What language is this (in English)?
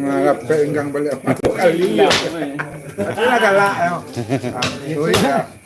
Minangkabau